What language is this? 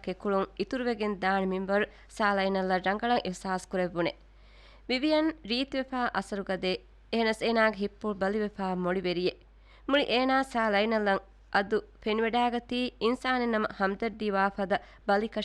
Divehi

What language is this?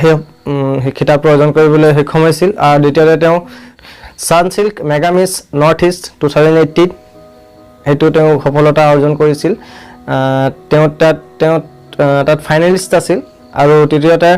Assamese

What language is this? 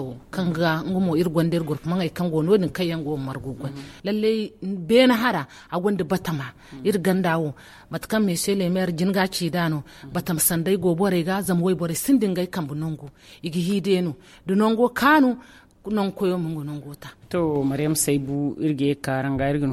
Zarma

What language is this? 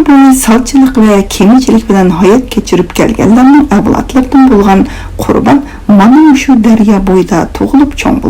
Uyghur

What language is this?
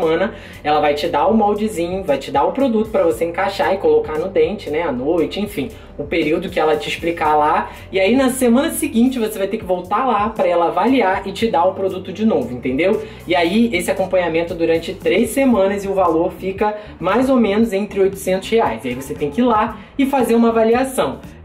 Portuguese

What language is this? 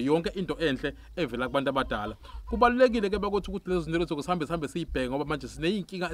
Zulu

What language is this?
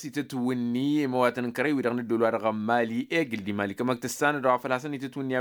Tamasheq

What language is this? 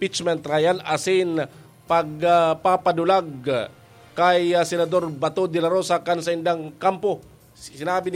Bikol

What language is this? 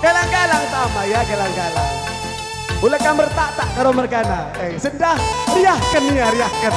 Batak Karo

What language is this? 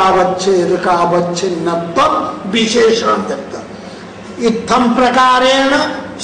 Sanskrit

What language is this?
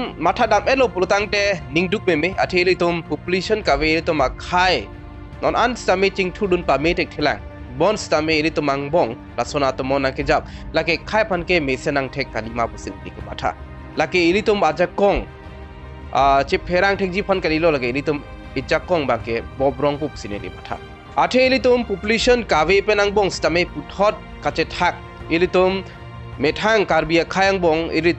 Karbi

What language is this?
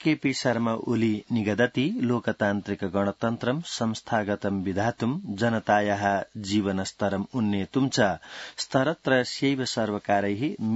Sanskrit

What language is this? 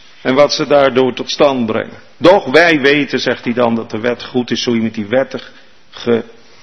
Dutch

